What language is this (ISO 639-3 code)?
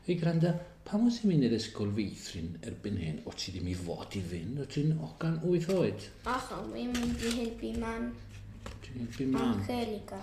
cym